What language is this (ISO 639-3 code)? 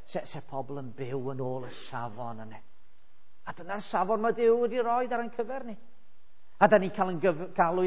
cym